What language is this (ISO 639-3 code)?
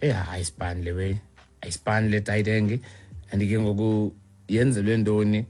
xho